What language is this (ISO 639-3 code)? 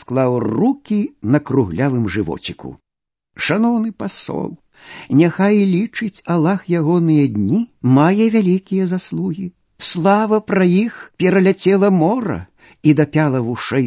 bel